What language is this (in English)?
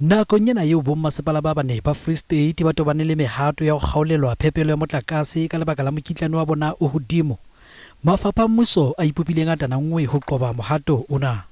Southern Sotho